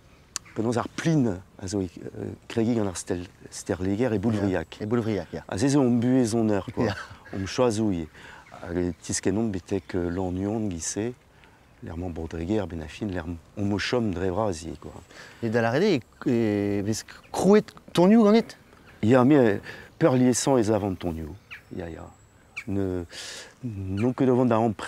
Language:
Breton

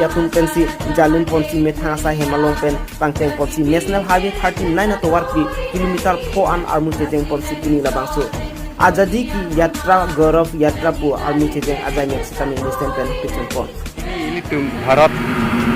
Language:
Karbi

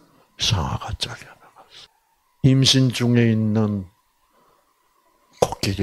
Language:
Korean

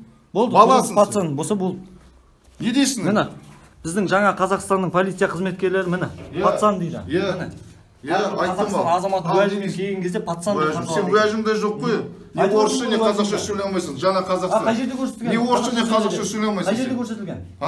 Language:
Kazakh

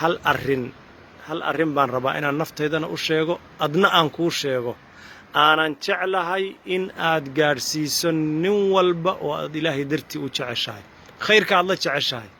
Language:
Somali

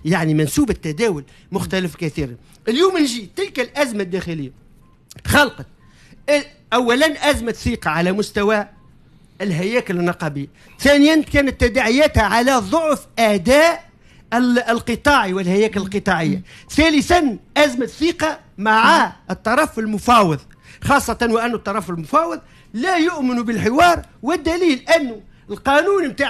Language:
Tunisian Arabic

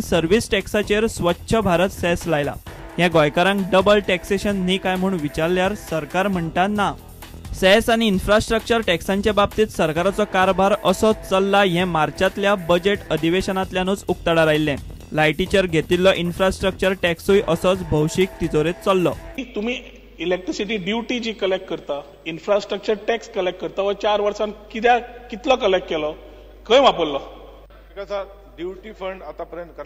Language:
Konkani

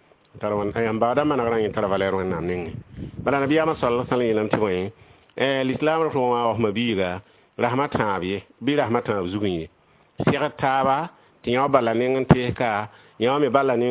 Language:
Mossi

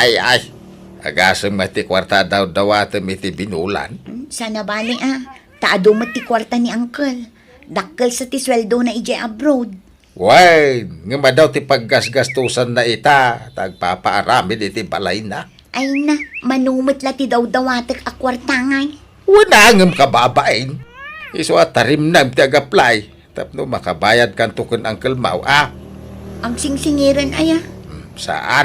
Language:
Iloko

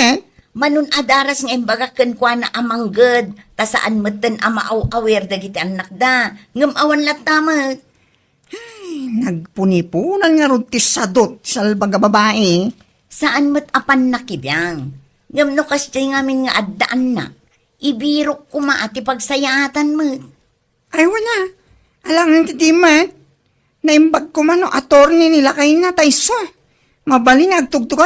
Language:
Iloko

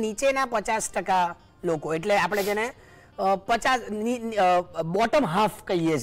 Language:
Gujarati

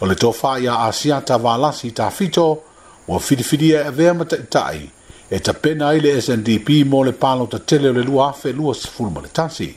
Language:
Samoan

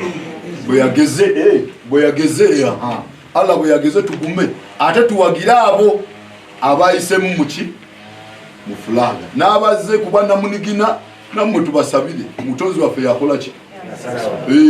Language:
Ganda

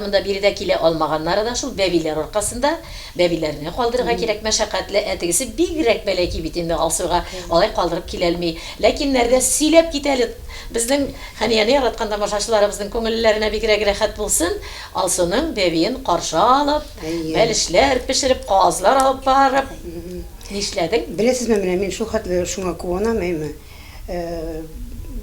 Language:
Tatar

